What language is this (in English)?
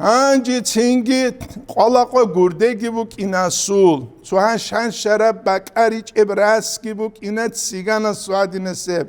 Avaric